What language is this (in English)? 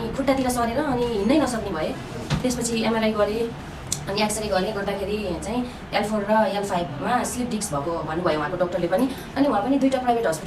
Nepali